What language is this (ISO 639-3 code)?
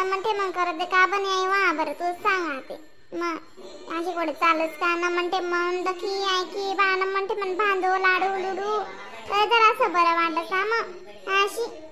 khn